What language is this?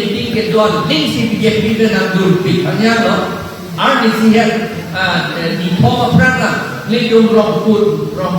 Karbi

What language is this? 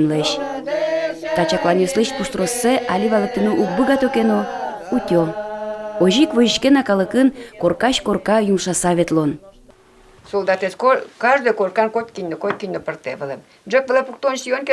Udmurt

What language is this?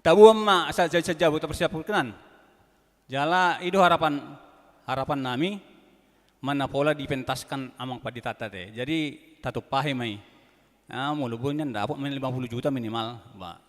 Batak Toba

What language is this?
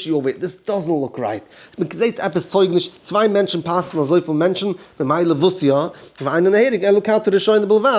Yiddish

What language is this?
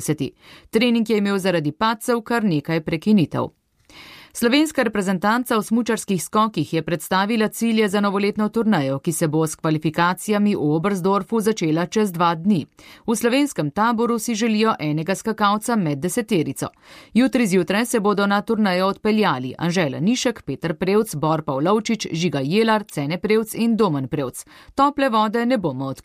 Slovenian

